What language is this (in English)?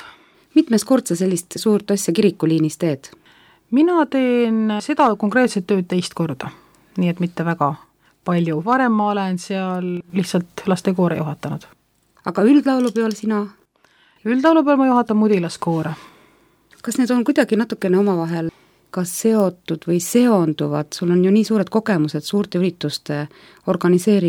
Estonian